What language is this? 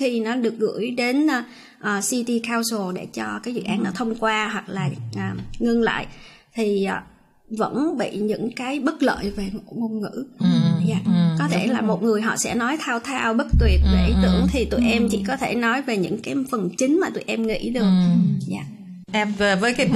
Vietnamese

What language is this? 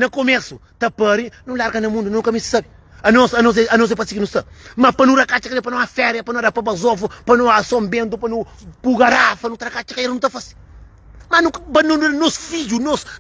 Kabuverdianu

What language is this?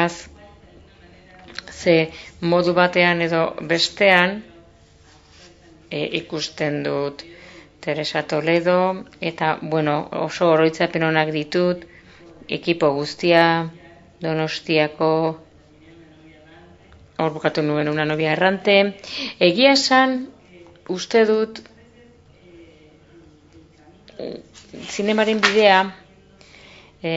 Basque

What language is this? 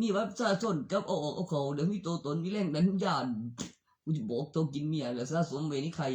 Northeastern Thai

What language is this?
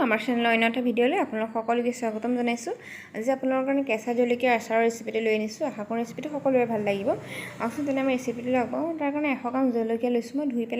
Assamese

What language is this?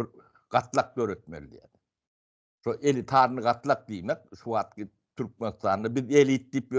Turkmen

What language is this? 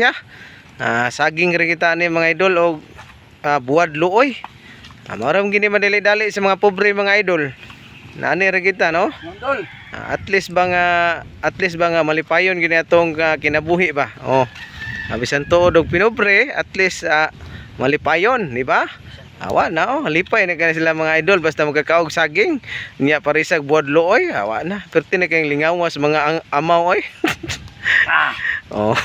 Cebuano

